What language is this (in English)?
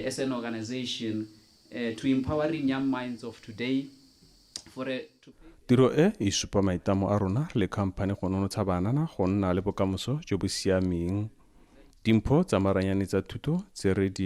Tswana